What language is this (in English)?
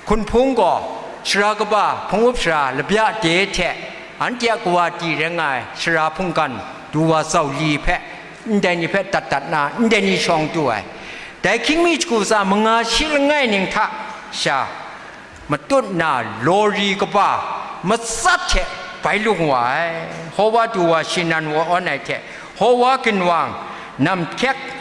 Kachin